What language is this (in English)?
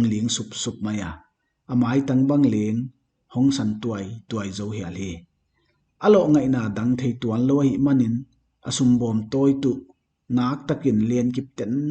Paite Chin